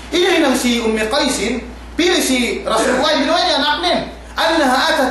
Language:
Yakan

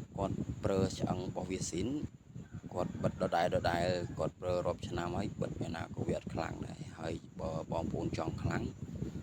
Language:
Khmer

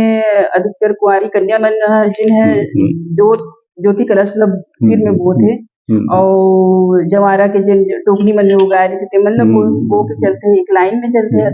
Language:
Chhattisgarhi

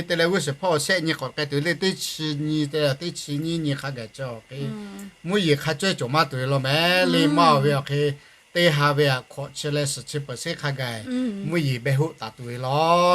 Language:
Lahu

